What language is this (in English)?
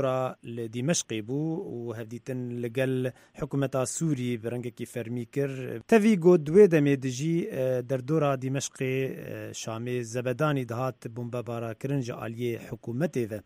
Kurdish